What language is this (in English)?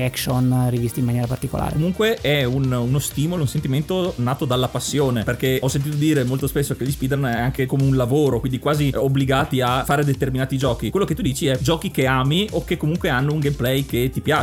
Italian